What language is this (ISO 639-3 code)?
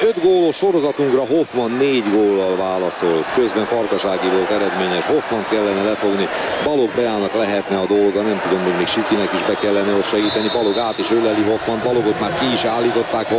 hun